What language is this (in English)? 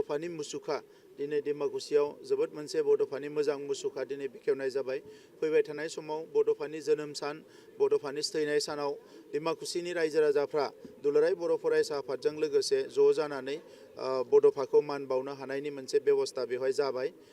Bodo